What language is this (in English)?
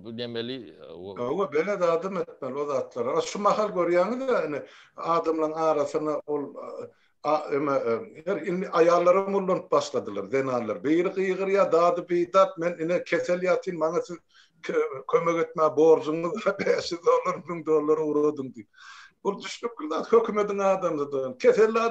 Turkmen